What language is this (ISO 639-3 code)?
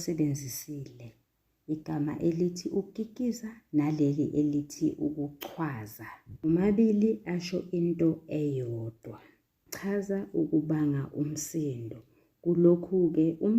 zul